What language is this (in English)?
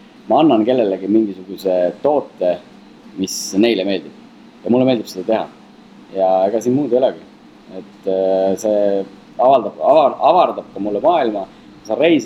Estonian